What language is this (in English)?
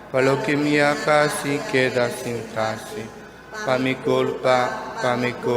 Papiamento